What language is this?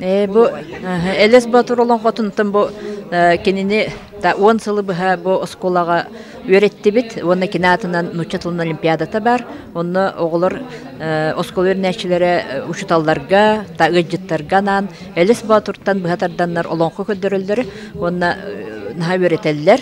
Yakut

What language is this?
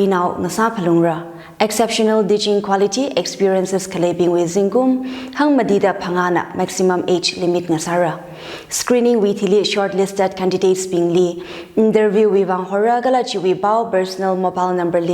Tangkhul Naga (India)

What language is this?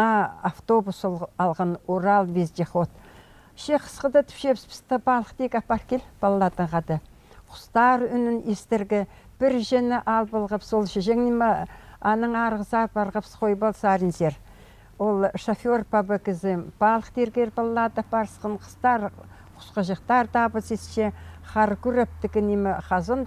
Khakas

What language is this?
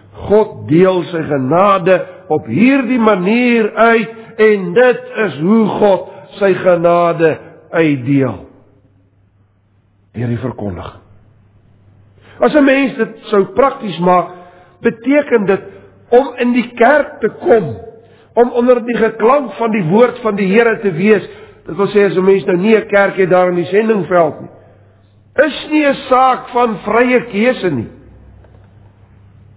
Afrikaans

